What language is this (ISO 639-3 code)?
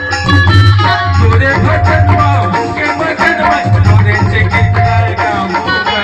hne